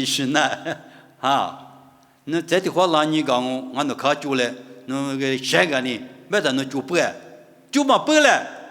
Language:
Lisu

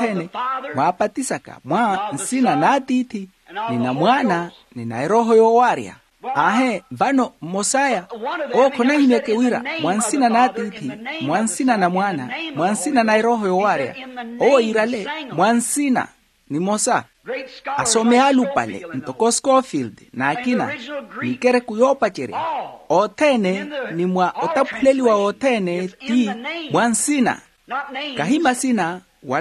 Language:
Makhuwa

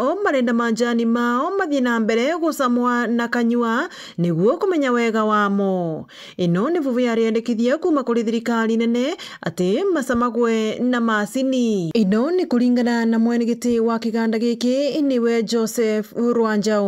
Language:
Meru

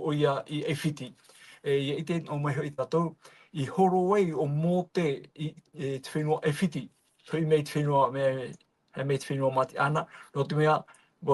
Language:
Tahitian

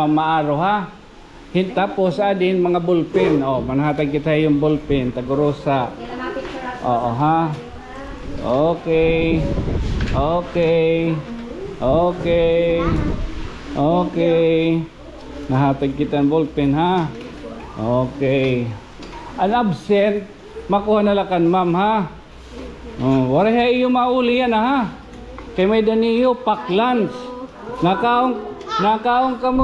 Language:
Waray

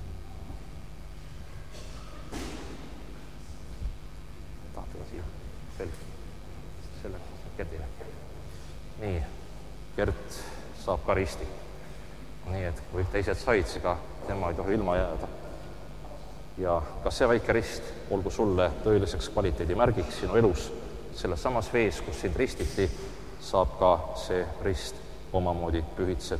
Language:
Estonian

